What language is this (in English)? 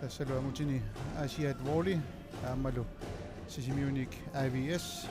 Kalaallisut